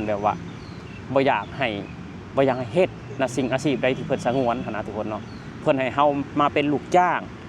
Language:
Lao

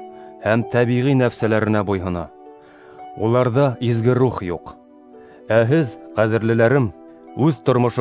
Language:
Bashkir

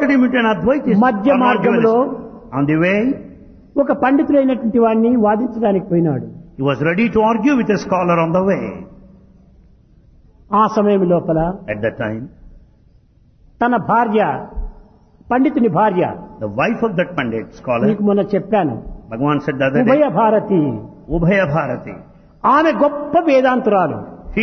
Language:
Telugu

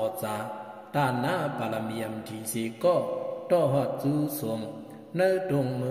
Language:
Shan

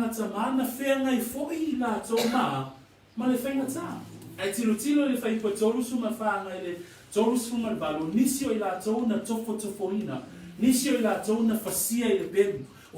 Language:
Samoan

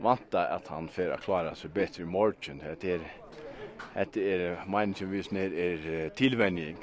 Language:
Faroese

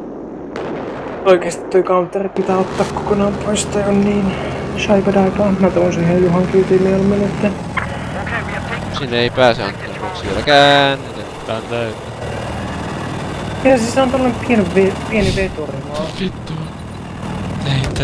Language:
Finnish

